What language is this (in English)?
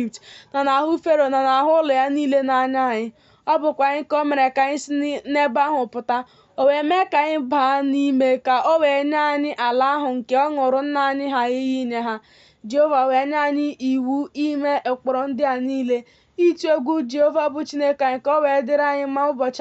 Igbo